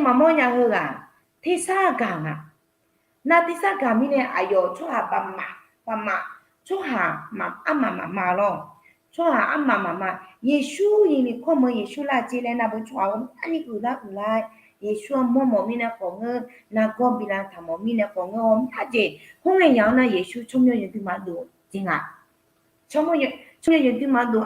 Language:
Akha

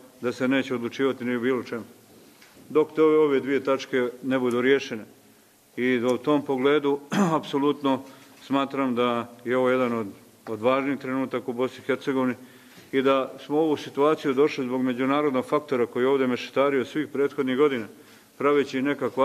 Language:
Bosnian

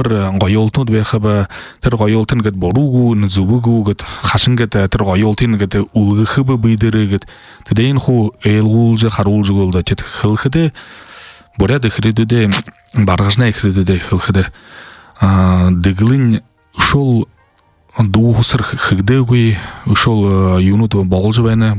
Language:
Buriat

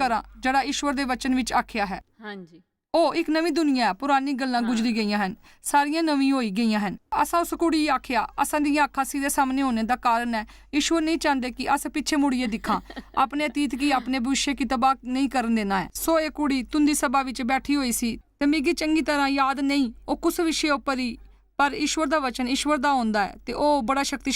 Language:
Dogri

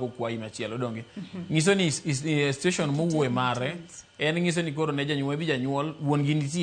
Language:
Luo (Kenya and Tanzania)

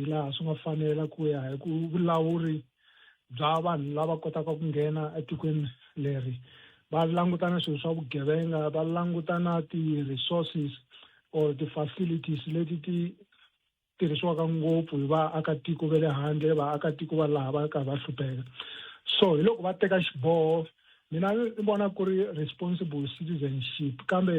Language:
Tsonga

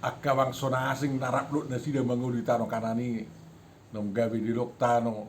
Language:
Batak Toba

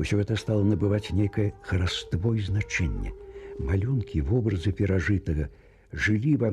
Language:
Belarusian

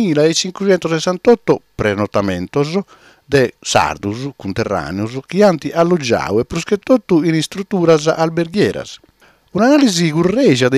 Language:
Sardinian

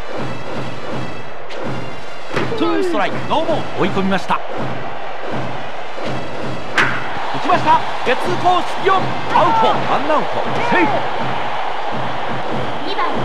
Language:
Japanese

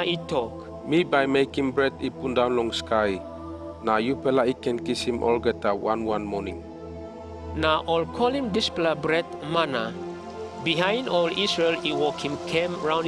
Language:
Tok Pisin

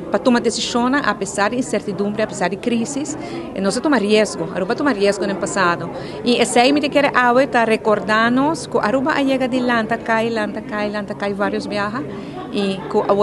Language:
Papiamento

